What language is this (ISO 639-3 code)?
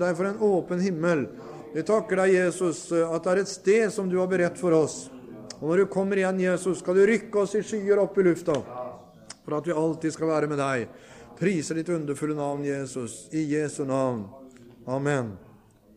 nor